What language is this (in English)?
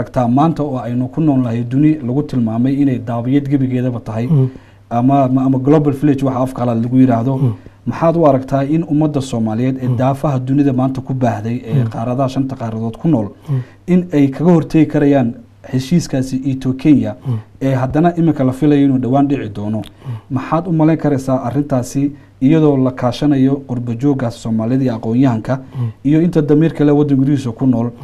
Somali